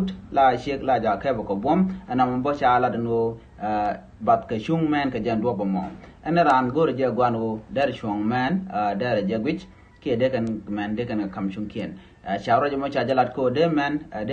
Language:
Nuer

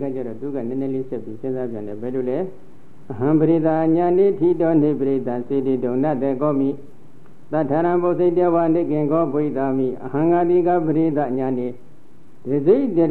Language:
Burmese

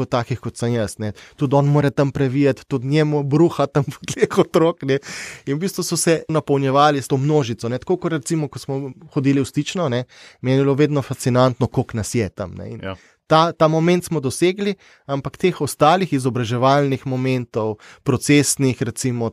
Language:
Slovenian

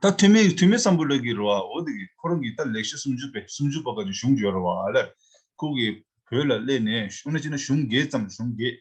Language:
Tibetan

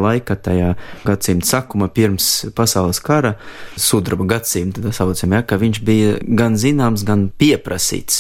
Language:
Latvian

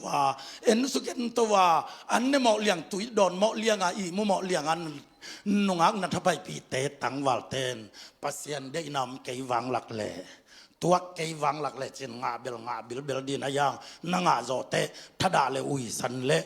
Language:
Tedim Chin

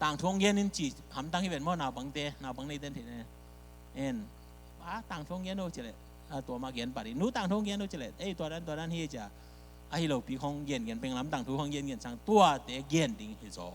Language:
Tedim Chin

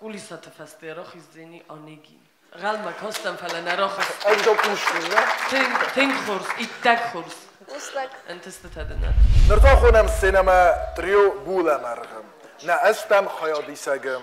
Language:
Ossetic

